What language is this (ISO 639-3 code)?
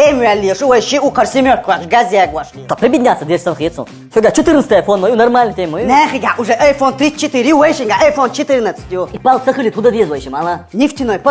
che